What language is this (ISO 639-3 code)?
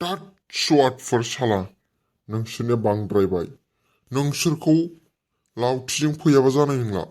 brx